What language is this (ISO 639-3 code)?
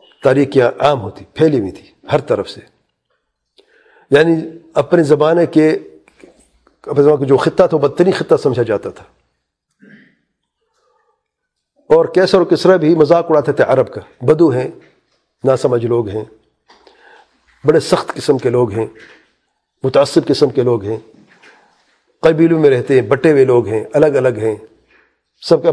urd